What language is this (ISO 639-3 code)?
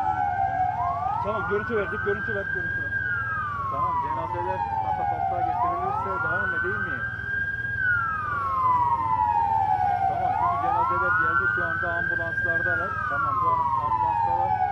tur